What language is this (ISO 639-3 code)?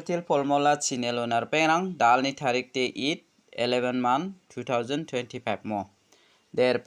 grt